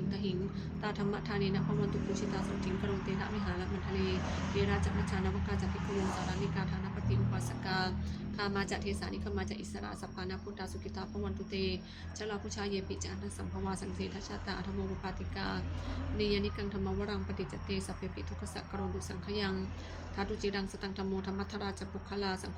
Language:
Pali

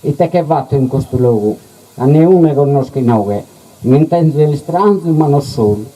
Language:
Sardinian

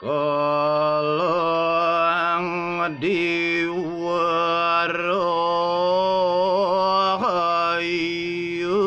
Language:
Balinese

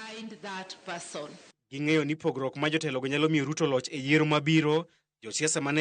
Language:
Luo (Kenya and Tanzania)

